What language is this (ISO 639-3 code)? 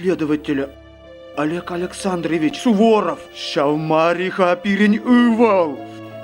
chv